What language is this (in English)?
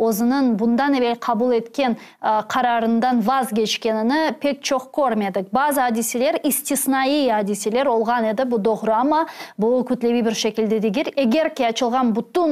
Crimean Tatar